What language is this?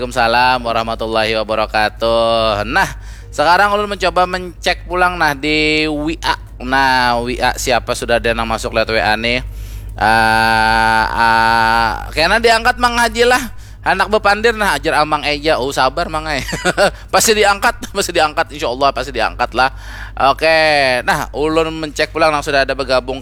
Banjar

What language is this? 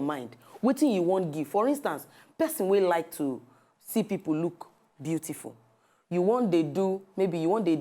Nigerian Pidgin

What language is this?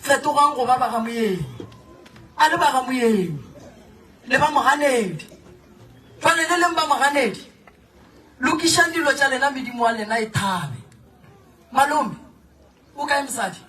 Northern Sotho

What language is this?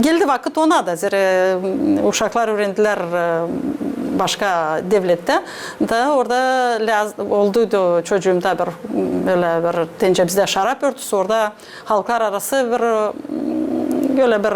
Gagauz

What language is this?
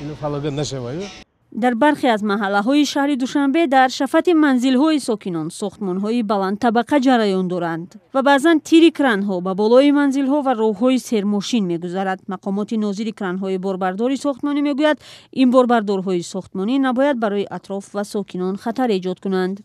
Tajik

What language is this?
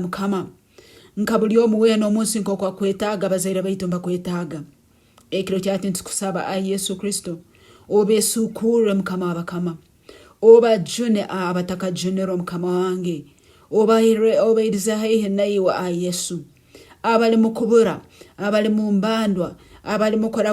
Nyoro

